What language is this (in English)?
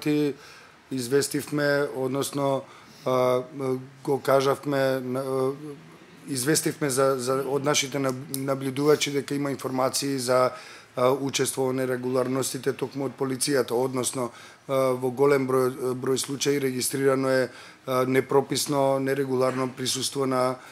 Macedonian